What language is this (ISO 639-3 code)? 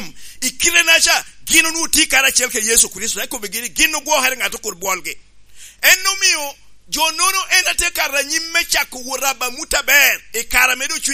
laj